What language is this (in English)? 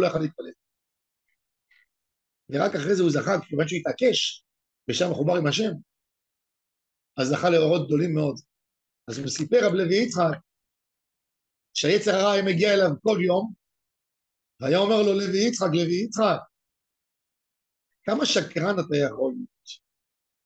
Hebrew